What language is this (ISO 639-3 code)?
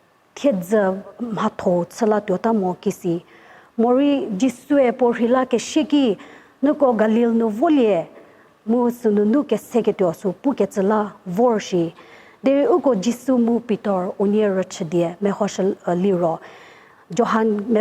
njm